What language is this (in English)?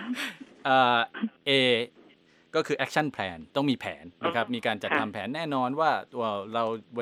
Thai